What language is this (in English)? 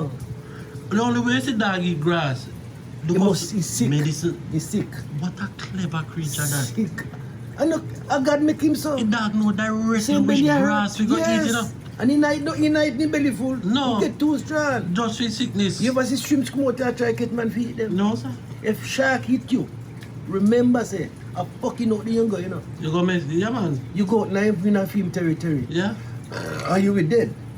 Jamaican Creole English